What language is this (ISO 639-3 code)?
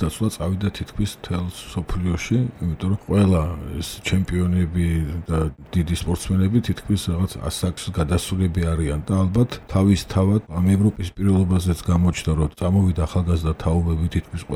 kat